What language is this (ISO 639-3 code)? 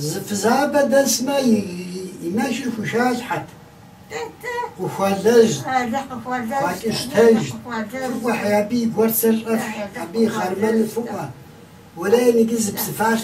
kbd